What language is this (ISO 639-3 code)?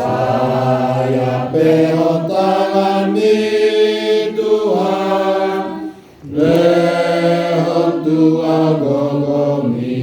bbc